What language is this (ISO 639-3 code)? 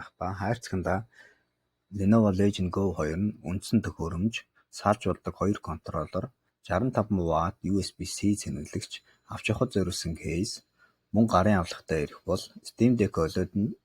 mon